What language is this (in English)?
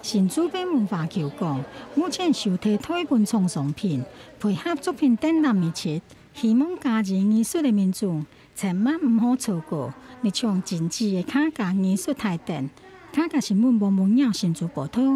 Hakka Chinese